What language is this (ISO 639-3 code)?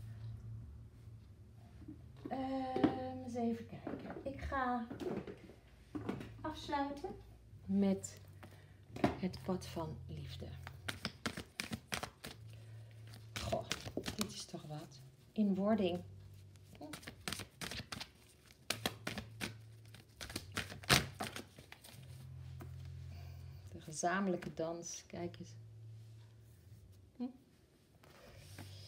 nld